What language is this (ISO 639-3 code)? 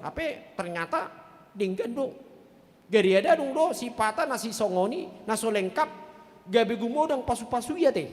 bbc